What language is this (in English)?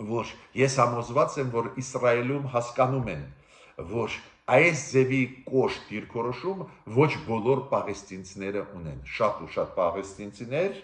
Armenian